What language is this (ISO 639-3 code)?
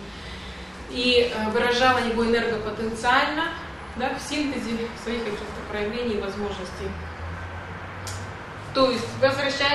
rus